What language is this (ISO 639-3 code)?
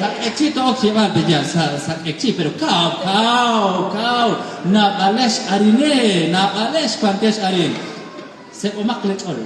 kek